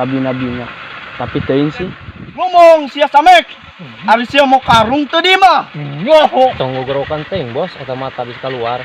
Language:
Sundanese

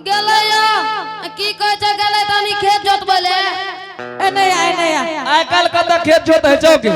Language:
Angika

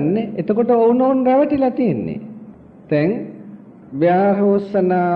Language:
Sinhala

